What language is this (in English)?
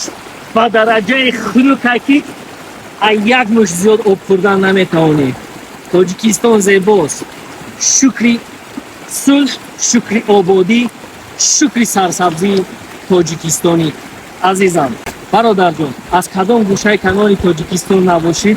Tajik